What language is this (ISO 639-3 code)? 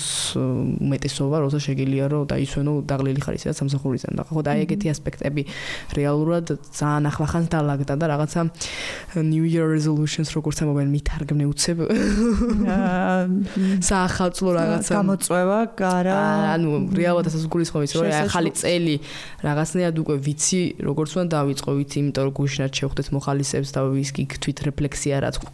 kat